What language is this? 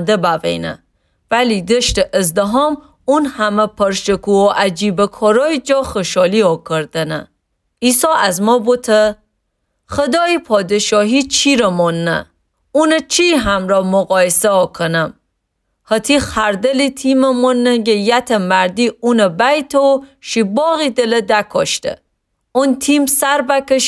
Gilaki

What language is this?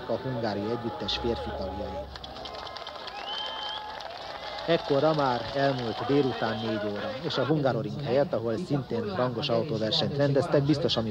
Hungarian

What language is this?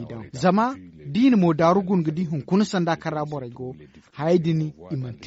Zarma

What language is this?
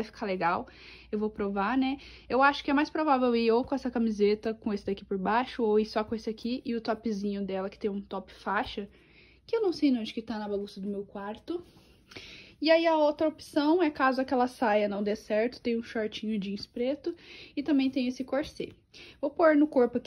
Portuguese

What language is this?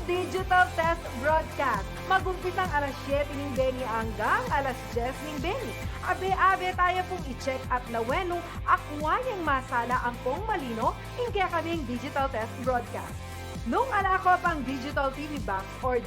Pampanga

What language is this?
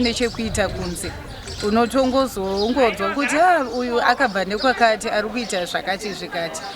Shona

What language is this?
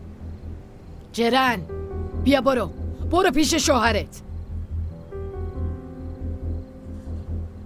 Persian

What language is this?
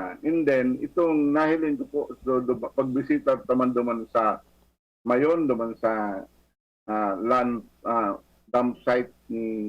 Bikol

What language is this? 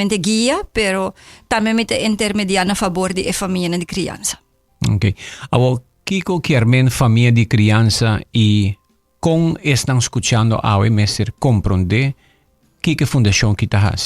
Papiamento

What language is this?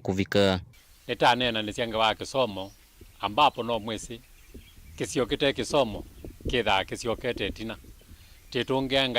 Kamba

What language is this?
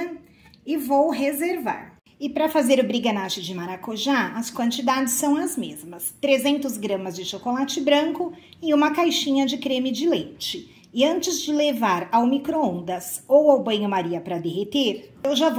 Portuguese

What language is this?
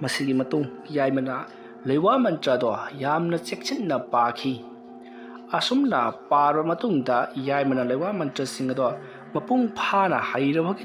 Manipuri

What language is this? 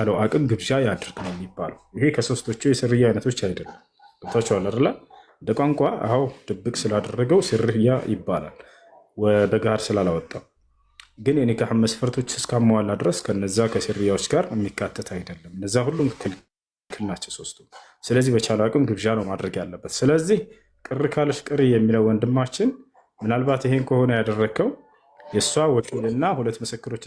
Amharic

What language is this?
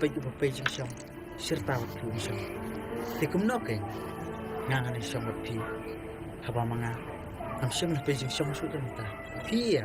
Khasi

